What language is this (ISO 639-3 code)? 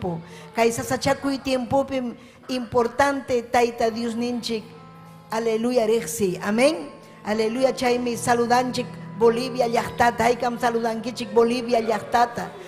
quy